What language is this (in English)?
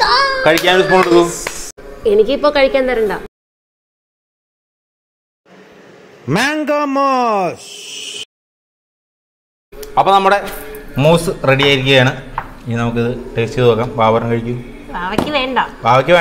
Malayalam